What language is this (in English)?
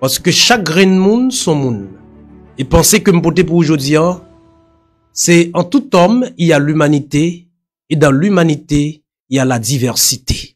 Haitian Creole